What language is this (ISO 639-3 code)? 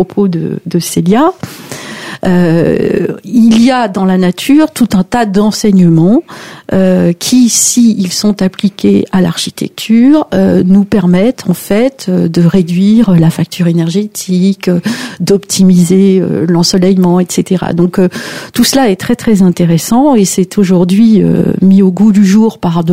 fra